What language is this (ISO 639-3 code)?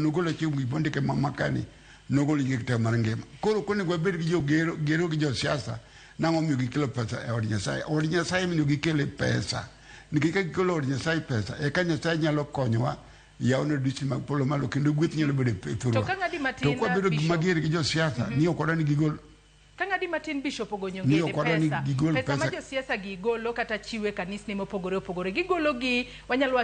luo